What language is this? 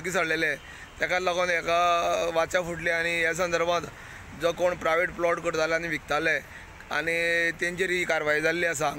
Konkani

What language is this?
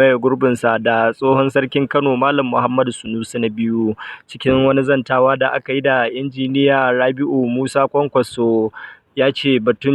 Hausa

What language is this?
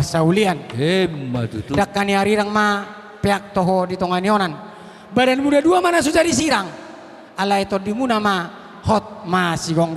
Batak Toba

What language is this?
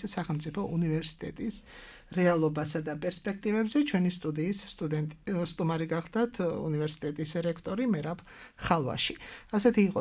Georgian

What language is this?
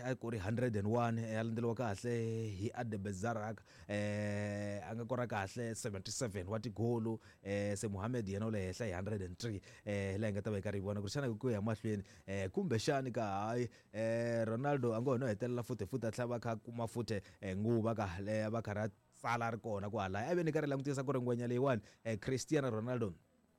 Tsonga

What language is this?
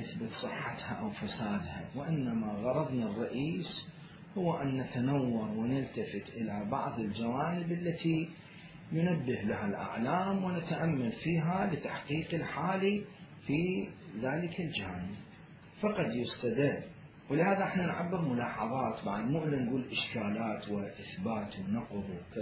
Mesopotamian Arabic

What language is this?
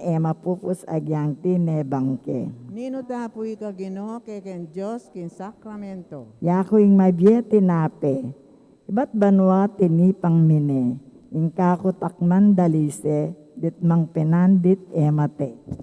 Pampanga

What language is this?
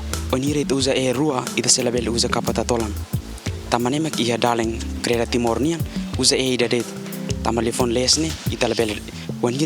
Tetum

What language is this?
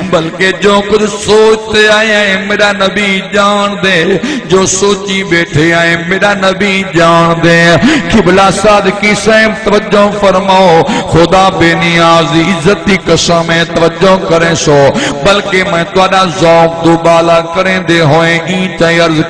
Saraiki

